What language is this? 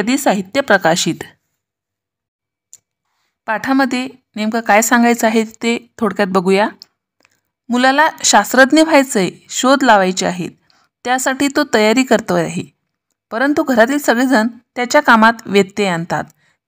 Marathi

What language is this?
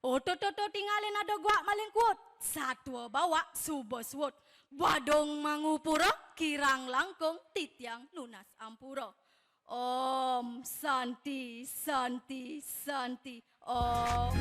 Balinese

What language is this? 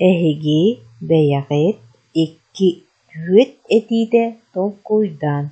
Yakut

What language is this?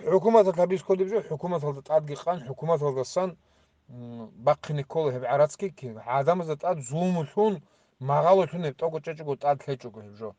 Avaric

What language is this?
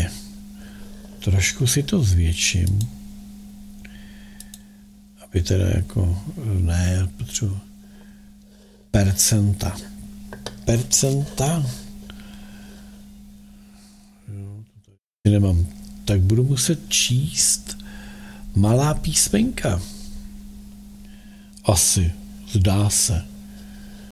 Czech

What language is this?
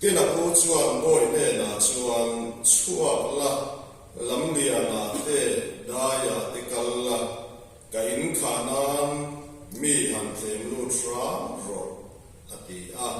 Mizo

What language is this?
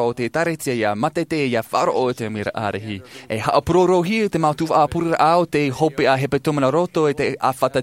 Tahitian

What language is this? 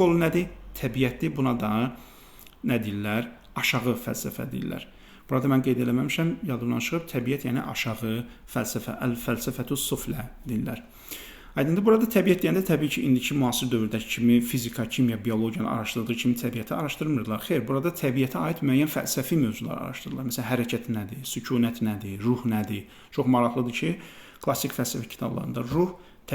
Azerbaijani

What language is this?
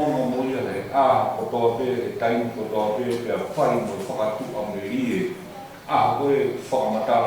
Tongan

